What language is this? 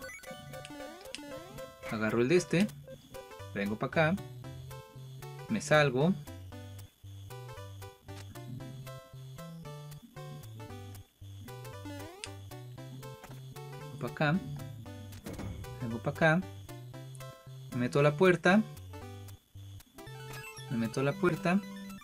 Spanish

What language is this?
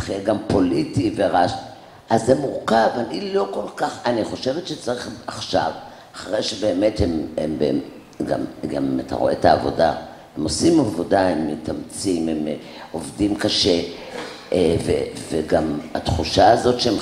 Hebrew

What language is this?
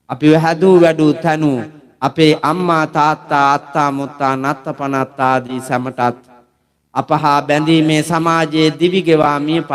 Sinhala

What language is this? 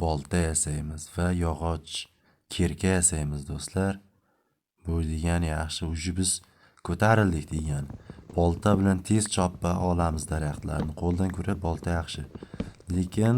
Uzbek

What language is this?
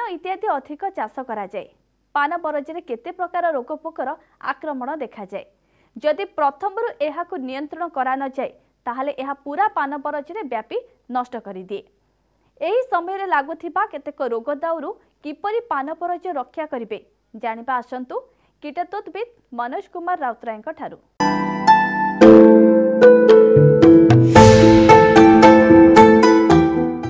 Odia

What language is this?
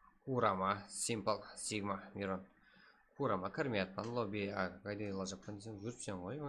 Kara-Kalpak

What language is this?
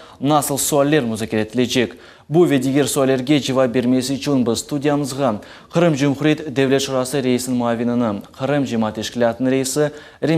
Crimean Tatar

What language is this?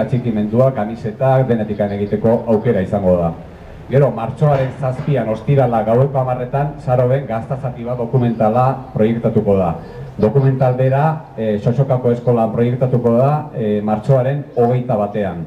Basque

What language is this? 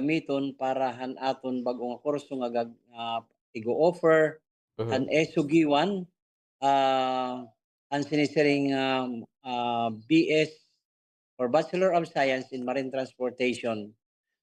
Waray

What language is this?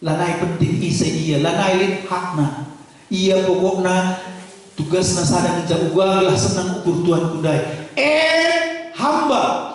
Batak Karo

